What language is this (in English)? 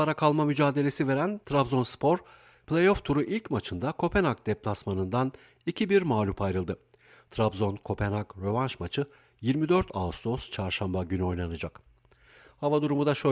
Turkish